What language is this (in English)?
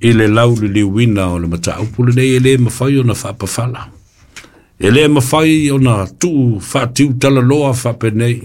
Samoan